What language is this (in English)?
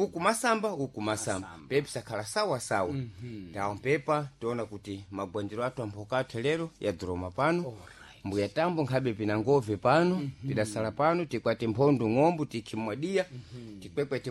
Sena